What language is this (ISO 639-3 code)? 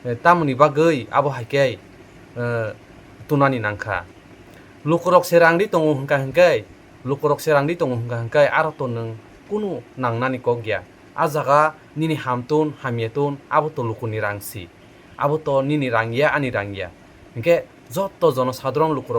trp